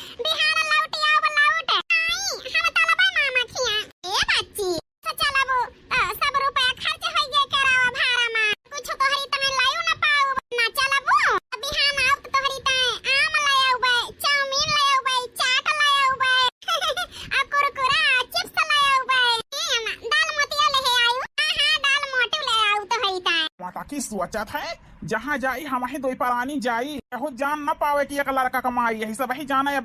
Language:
Awadhi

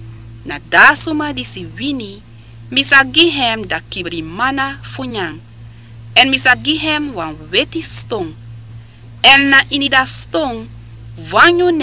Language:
Sranan Tongo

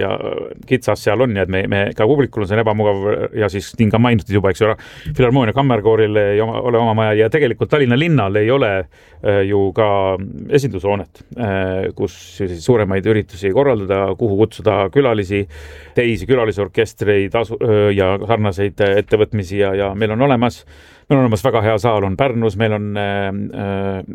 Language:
Estonian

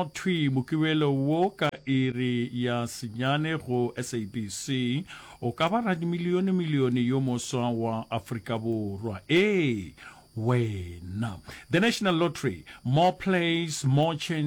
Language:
Northern Sotho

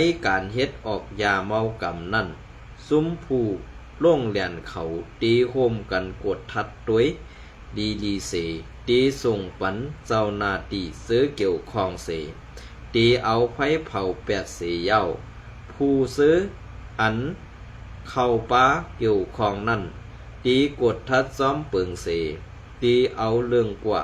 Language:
Shan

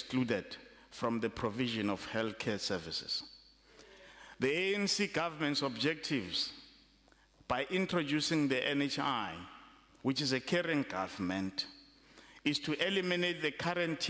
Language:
English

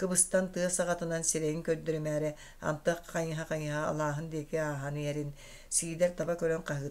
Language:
Yakut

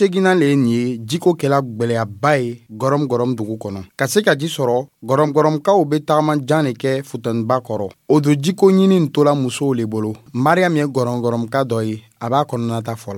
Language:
Dyula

